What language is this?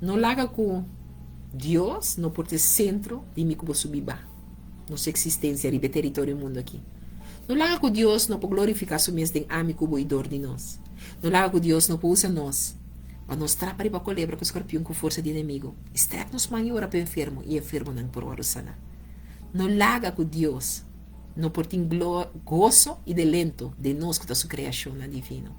Papiamento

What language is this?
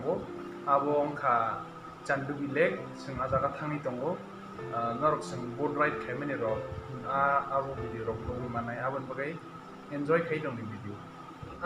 Kok Borok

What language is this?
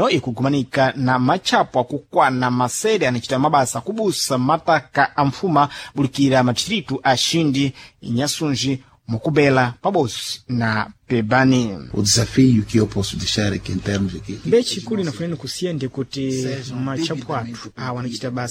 Sena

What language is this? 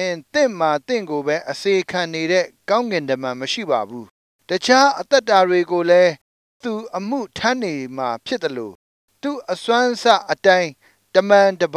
Burmese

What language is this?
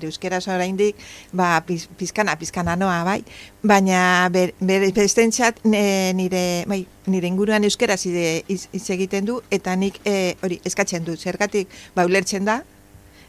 Basque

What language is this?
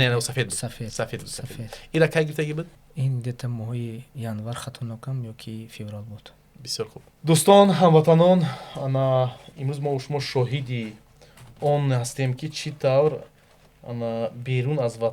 Tajik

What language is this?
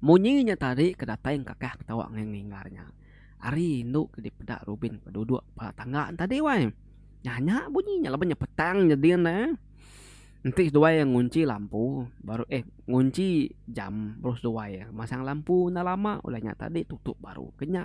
Iban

